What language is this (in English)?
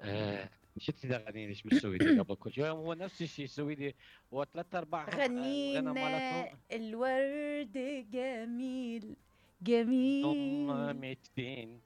Mesopotamian Arabic